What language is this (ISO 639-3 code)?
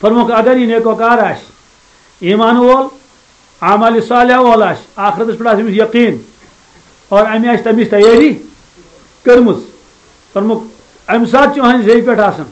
kas